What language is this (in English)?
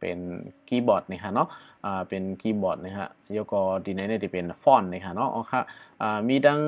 Shan